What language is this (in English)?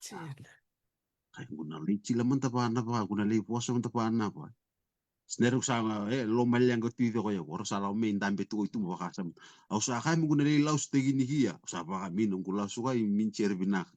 Fijian